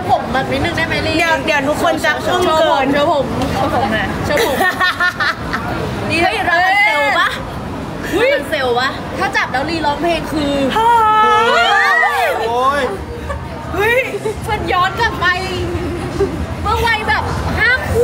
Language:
Thai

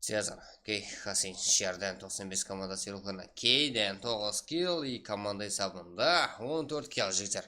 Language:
Kara-Kalpak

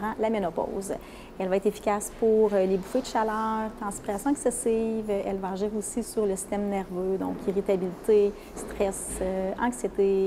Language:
French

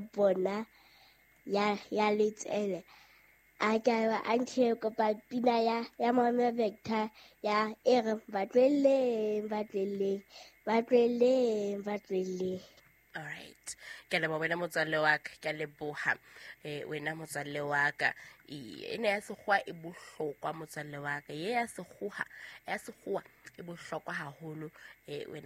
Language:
Southern Sotho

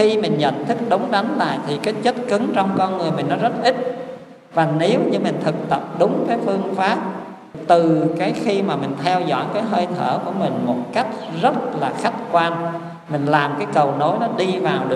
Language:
Vietnamese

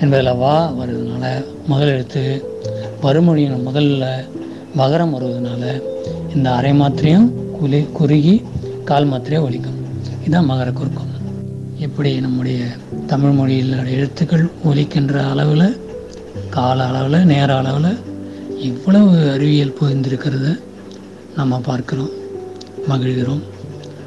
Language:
Tamil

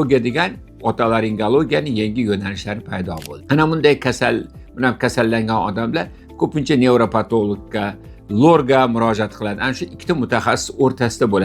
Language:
Uzbek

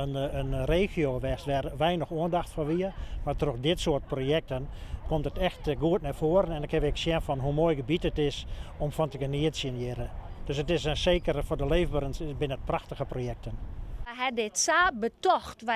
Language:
Western Frisian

